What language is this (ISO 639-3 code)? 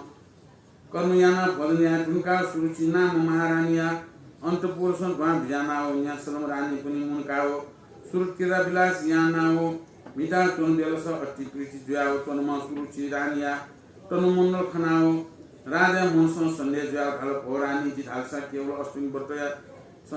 new